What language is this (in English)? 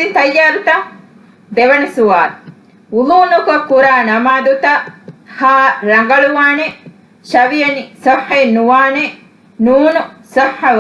Divehi